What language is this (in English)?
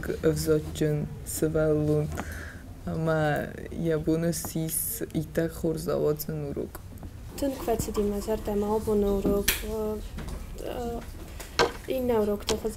Ossetic